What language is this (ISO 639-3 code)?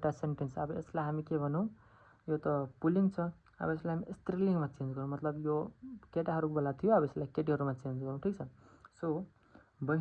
nep